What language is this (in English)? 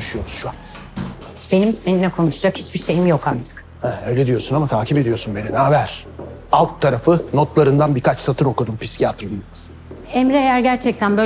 Turkish